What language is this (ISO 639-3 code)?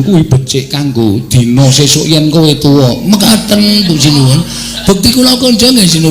jav